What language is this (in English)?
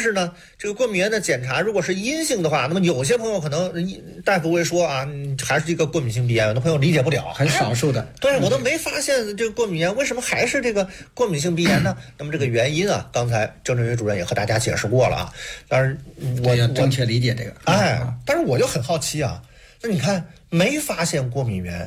Chinese